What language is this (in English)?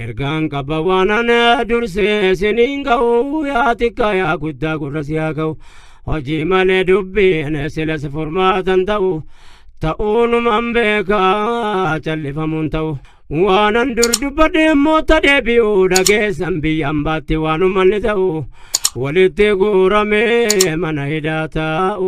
Oromo